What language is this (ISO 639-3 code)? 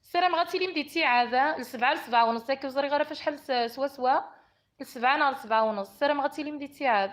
kab